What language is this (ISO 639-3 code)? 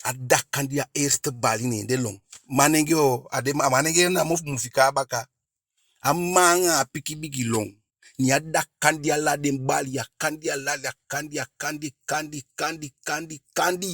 djk